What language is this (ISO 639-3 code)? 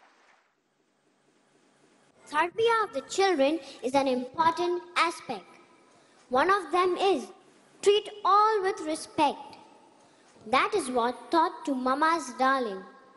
eng